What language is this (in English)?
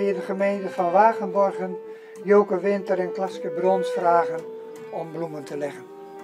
Dutch